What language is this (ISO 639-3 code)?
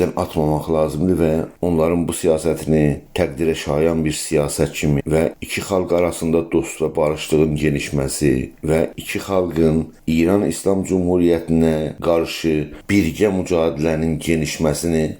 azb